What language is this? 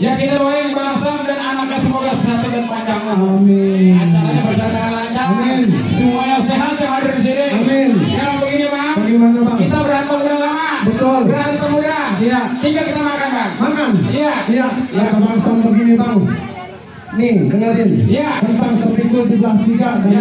Betawi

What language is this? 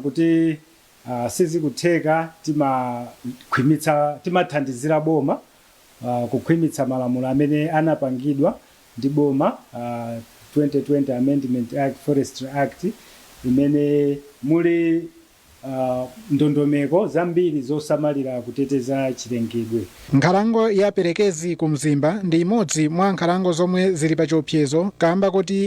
Nyanja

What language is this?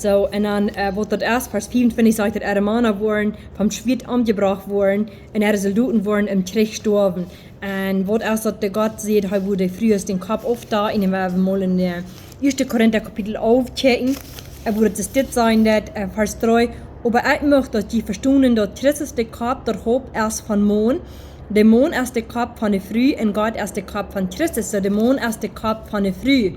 Plautdietsch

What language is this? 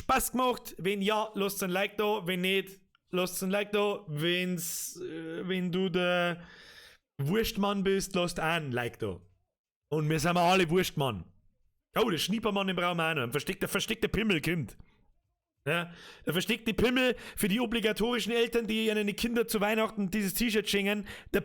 Bavarian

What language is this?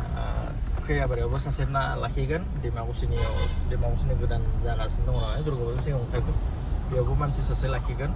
Bodo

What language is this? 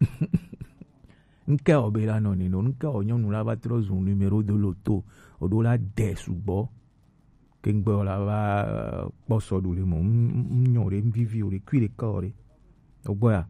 Gen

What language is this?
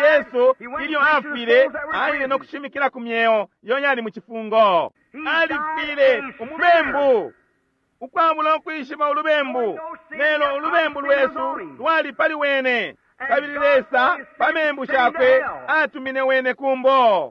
Bemba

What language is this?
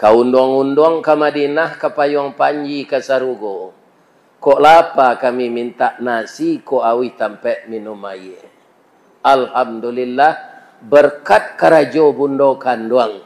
Minangkabau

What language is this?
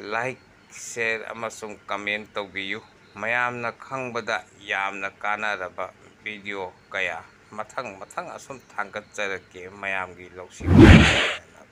Manipuri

